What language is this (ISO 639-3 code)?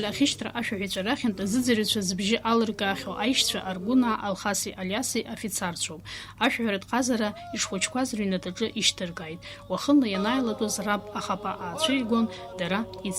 abk